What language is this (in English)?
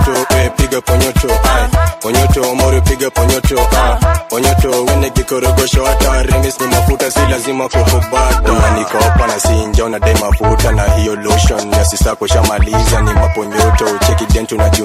Swahili